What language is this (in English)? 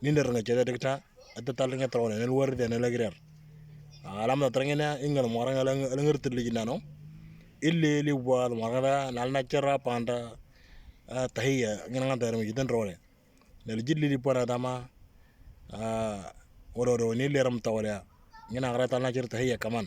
Moro